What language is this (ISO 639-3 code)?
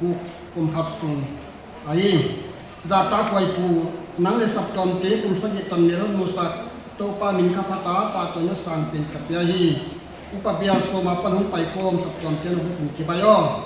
pck